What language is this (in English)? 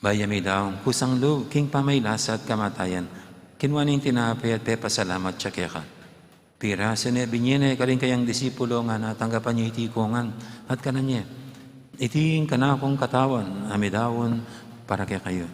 Pampanga